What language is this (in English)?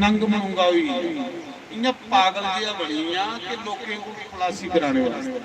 Dogri